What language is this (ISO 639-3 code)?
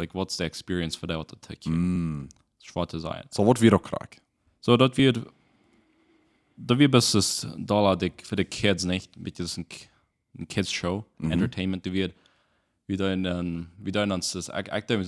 pdt